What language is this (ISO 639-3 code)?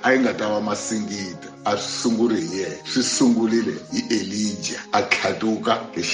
tso